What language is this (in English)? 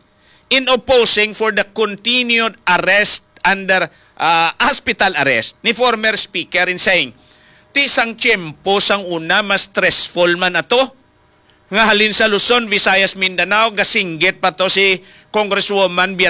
Hiligaynon